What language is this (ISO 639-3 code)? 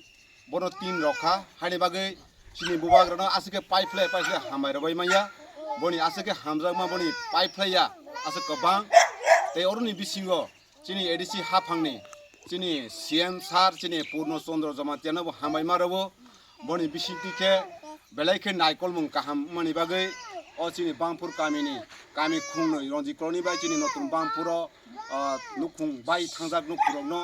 trp